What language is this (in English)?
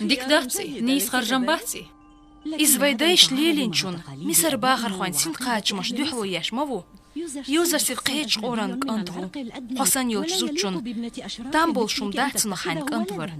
Chechen